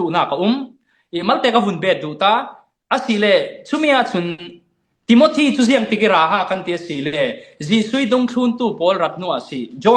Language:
Falam Chin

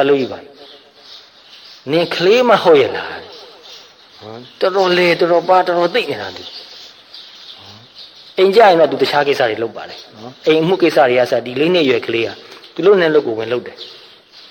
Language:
Burmese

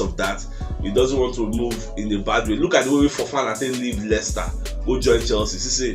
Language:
Nigerian Pidgin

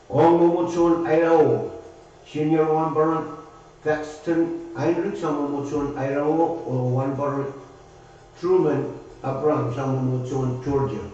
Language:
Pohnpeian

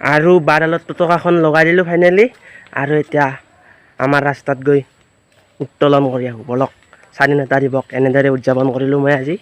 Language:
Assamese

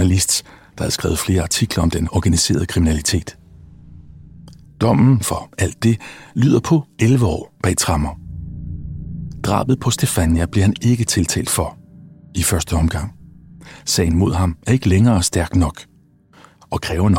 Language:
Danish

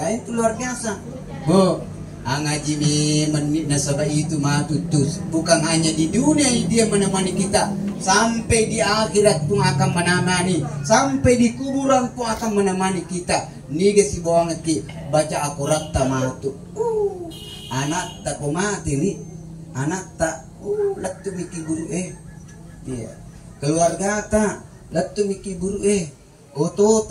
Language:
Buginese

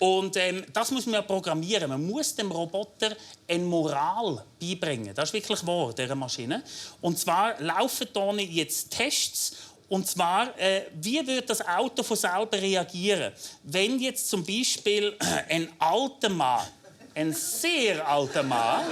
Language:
Swiss German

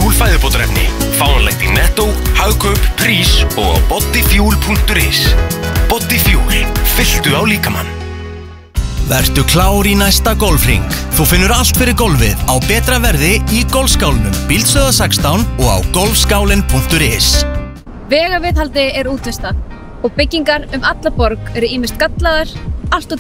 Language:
Icelandic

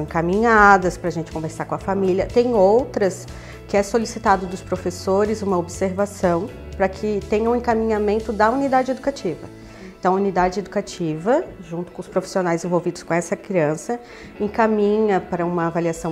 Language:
Portuguese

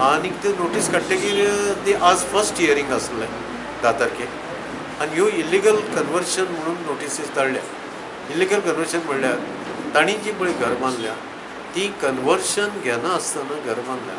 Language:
Konkani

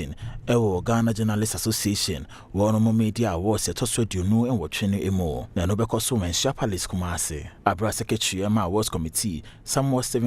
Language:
Akan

